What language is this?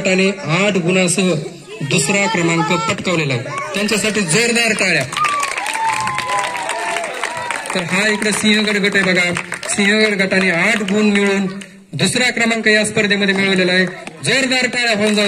Marathi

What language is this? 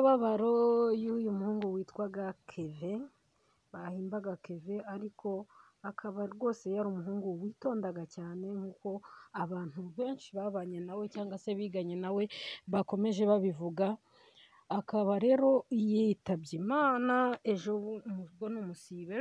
Kinyarwanda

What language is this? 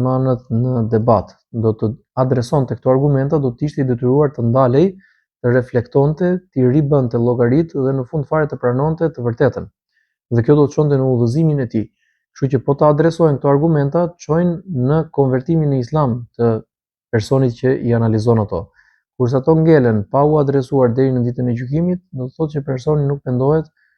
Albanian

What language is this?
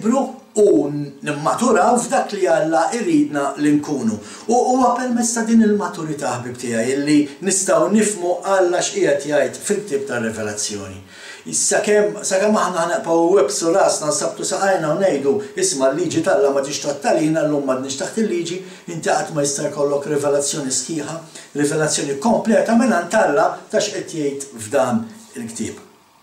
Maltese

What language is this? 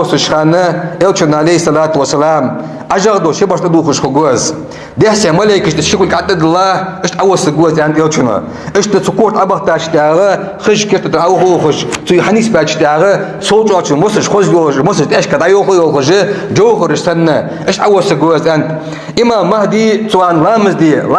Ingush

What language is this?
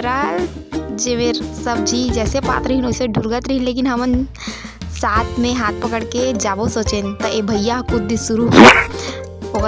Chhattisgarhi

